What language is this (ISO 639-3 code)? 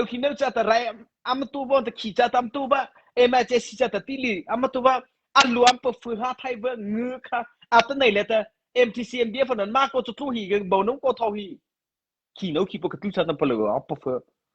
mrh